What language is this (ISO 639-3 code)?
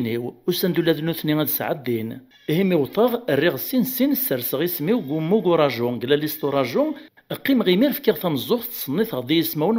kab